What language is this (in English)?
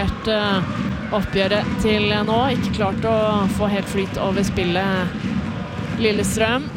Norwegian